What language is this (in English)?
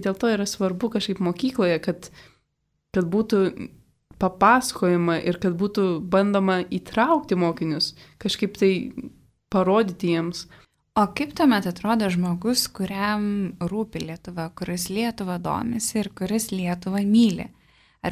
Lithuanian